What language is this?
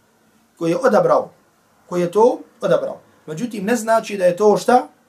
Bosnian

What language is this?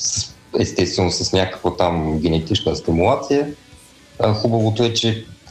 Bulgarian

